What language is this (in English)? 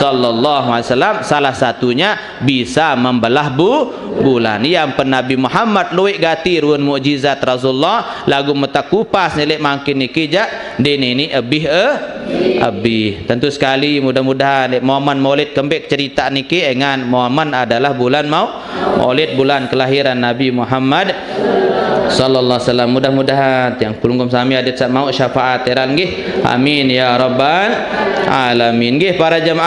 Sasak